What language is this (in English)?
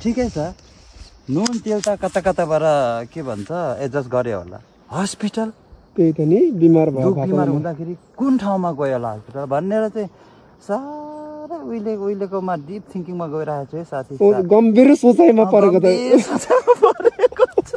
Nepali